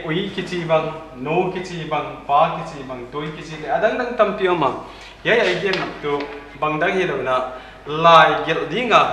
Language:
Paite Chin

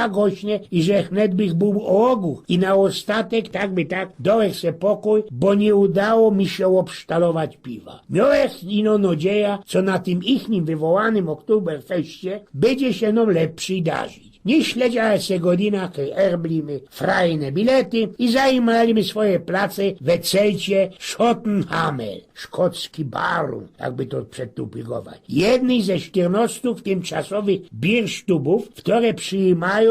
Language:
Silesian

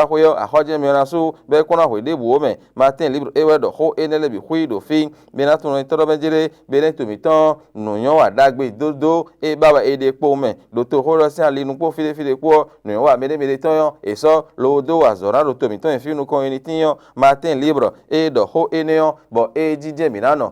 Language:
Fon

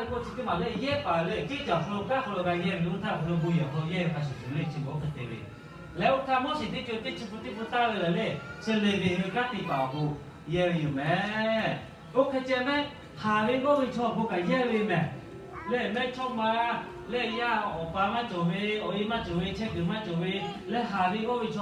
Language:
Lahu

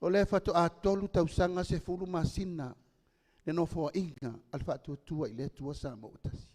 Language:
Samoan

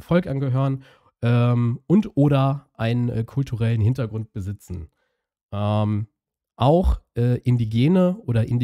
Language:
German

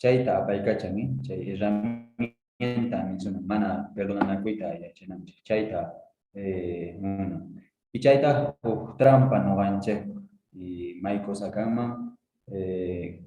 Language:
Quechua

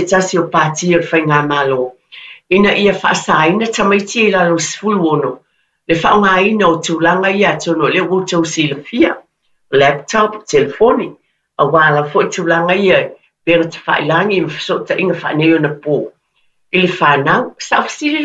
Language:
Samoan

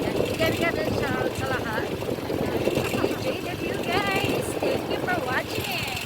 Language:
Bikol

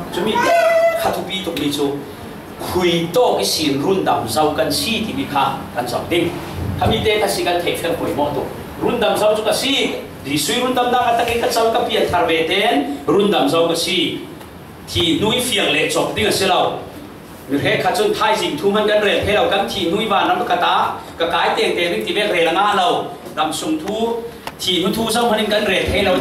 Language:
Falam Chin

